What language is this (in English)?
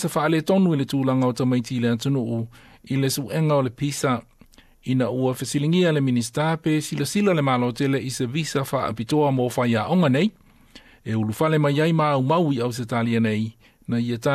Samoan